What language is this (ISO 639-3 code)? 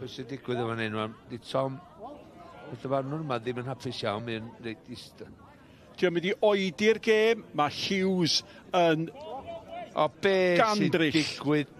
cym